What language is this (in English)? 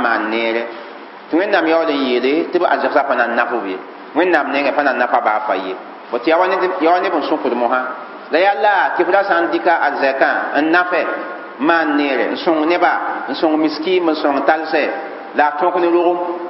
Mossi